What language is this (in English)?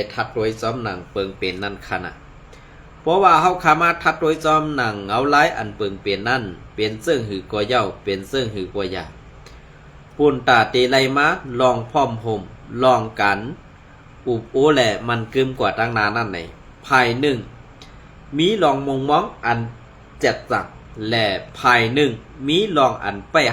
Shan